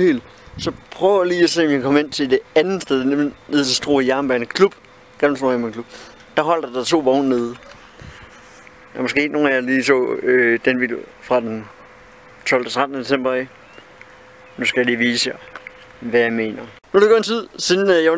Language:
Danish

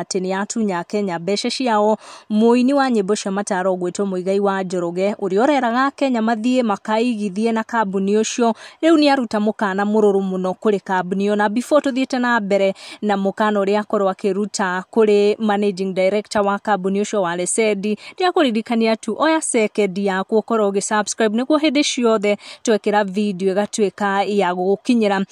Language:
Kikuyu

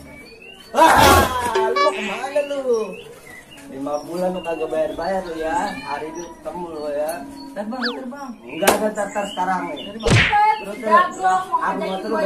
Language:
Betawi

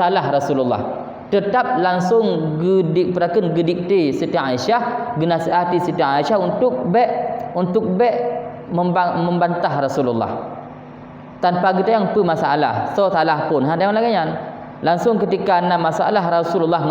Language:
Achinese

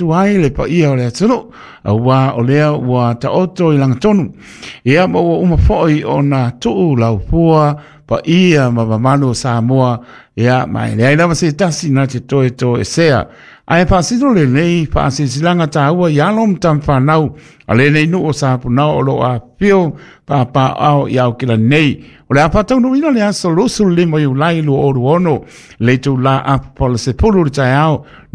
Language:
Samoan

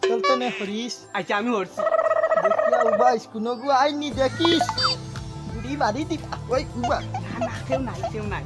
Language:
Sylheti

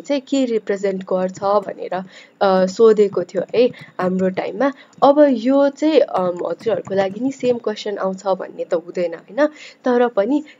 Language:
Nepali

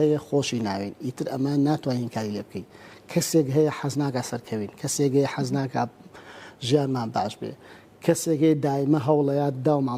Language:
Central Kurdish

